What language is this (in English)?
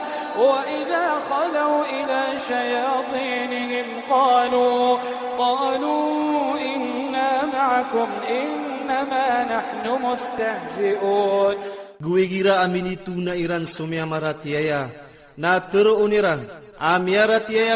Iranun (Philippines)